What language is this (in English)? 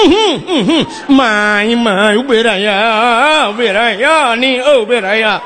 Achinese